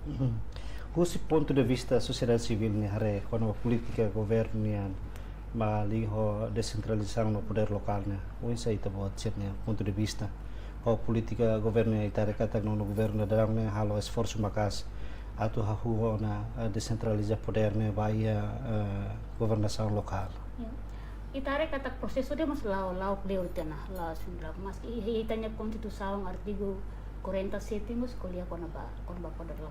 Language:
Tetum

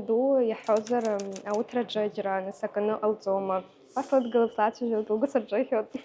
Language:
Abkhazian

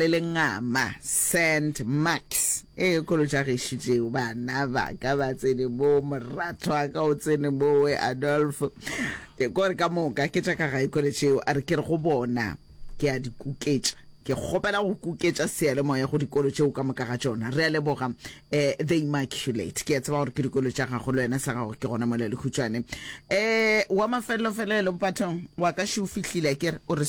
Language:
Northern Sotho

